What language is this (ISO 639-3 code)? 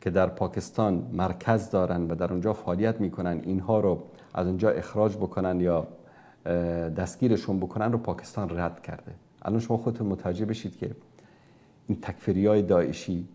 fas